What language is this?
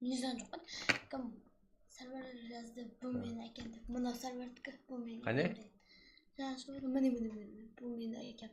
Kara-Kalpak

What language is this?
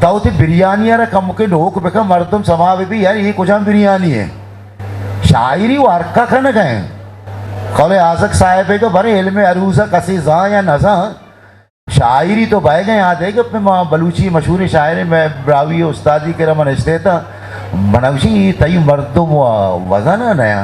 Eastern Balochi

